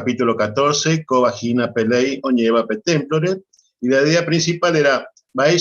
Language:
Guarani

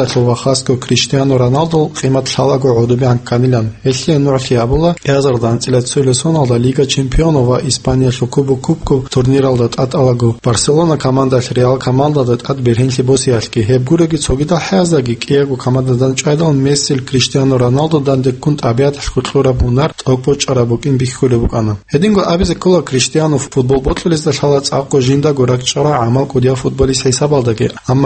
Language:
Avaric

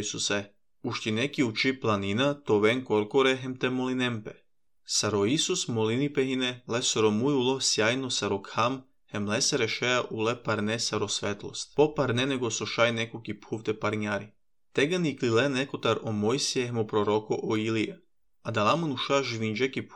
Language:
Slovenian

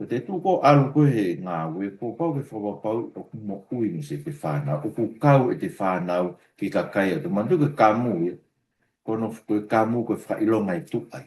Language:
Tongan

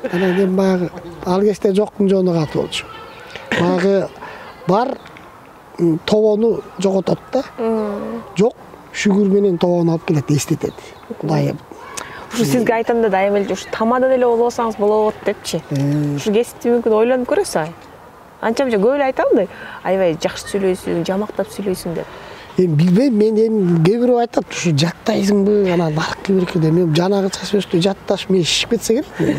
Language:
Kyrgyz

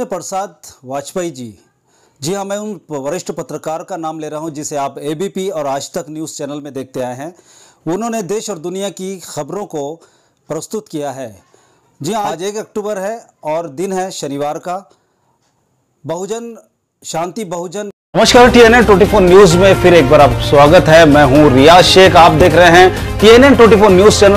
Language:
Hindi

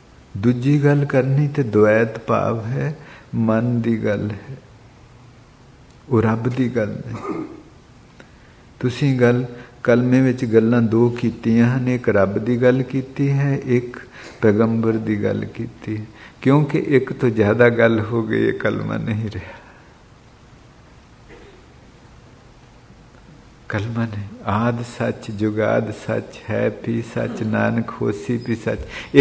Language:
Punjabi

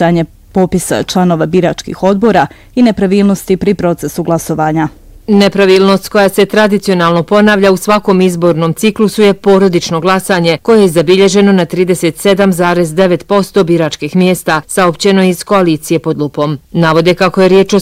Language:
Bosnian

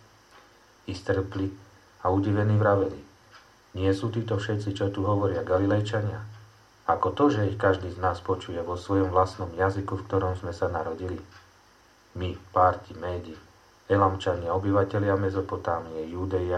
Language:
Slovak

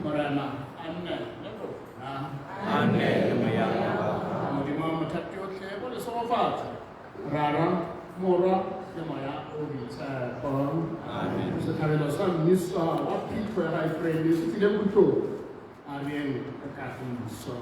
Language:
Tswana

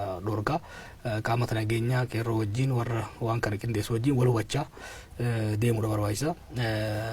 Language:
Oromo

